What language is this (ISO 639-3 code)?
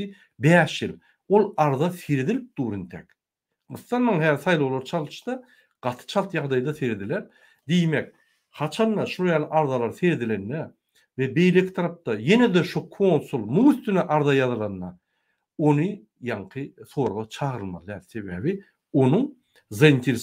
tuk